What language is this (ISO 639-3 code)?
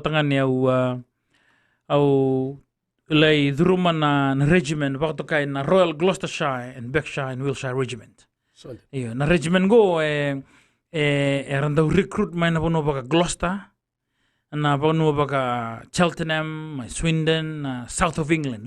fij